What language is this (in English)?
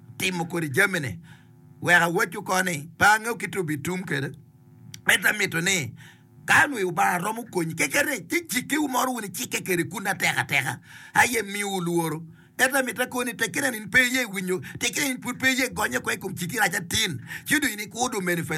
Acoli